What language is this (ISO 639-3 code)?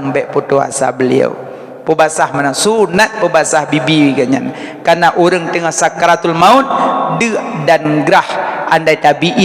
ace